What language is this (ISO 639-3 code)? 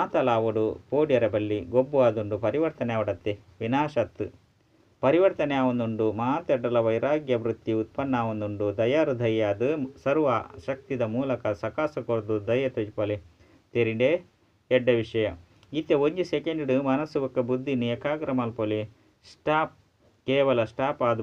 tcy